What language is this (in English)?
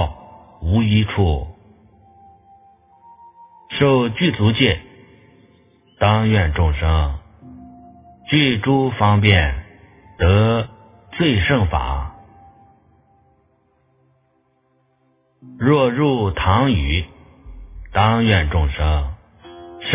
Chinese